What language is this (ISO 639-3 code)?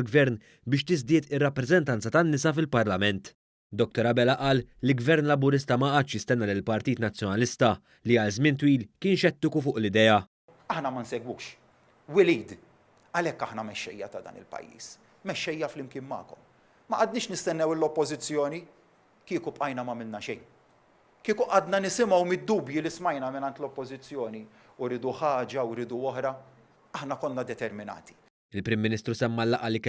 mlt